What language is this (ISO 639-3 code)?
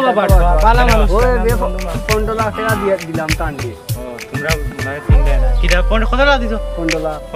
syl